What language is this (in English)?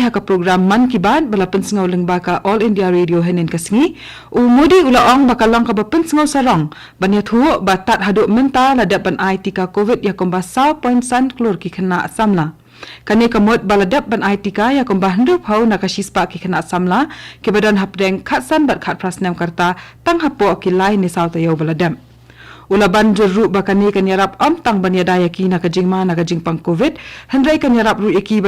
Khasi